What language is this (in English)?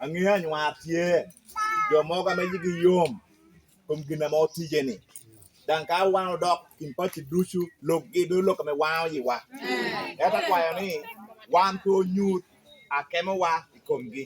Lango (Uganda)